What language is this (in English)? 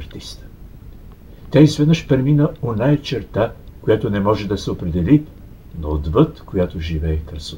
Bulgarian